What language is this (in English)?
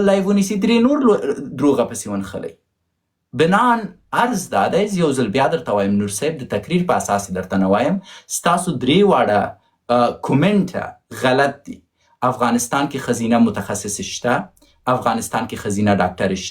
Pashto